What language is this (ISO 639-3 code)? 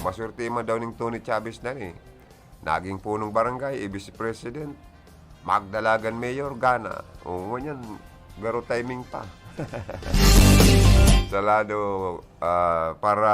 bik